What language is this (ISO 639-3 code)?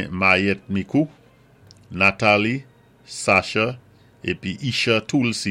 acf